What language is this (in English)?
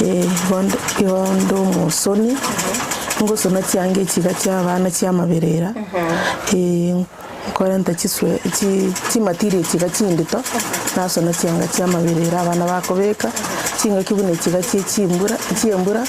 Gusii